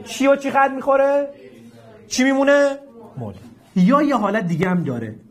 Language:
Persian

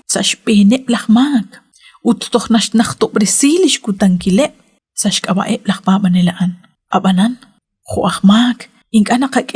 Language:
Kekchí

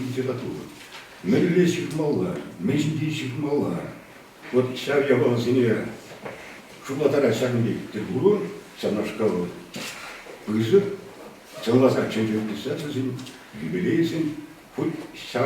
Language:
Chuvash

